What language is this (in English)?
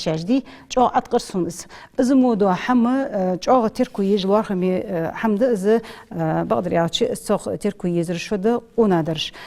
Ingush